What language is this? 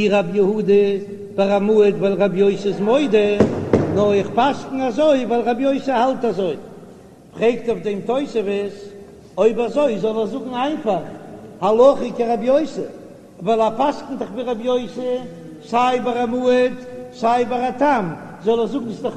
Yiddish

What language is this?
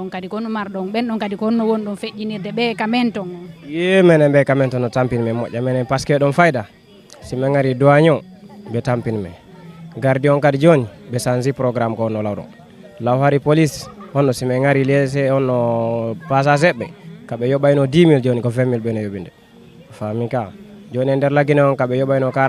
Fula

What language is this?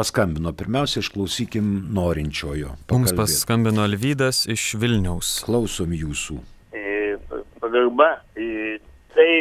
Lithuanian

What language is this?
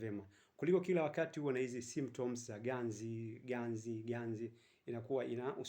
Swahili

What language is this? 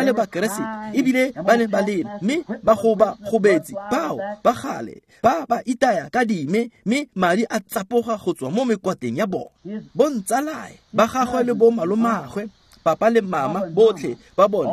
Tswana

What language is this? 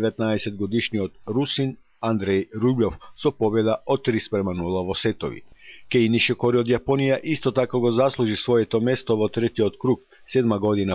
Macedonian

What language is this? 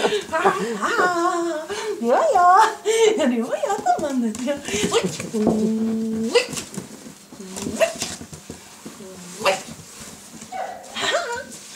Swedish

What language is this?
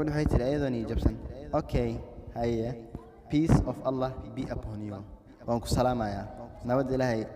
Somali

